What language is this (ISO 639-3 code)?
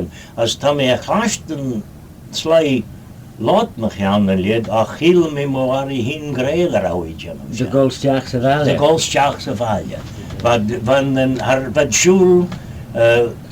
glv